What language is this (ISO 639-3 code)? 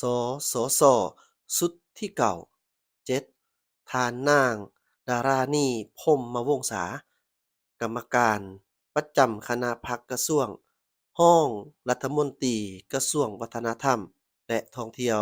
lao